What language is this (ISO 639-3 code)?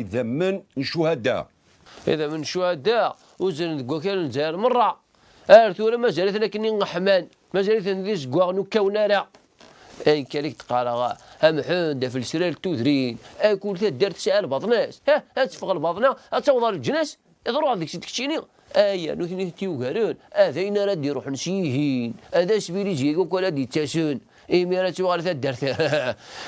kab